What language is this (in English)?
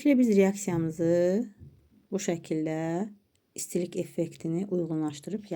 Azerbaijani